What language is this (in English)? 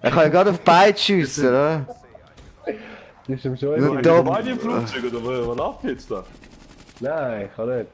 Swiss German